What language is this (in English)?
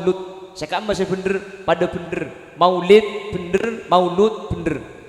Madurese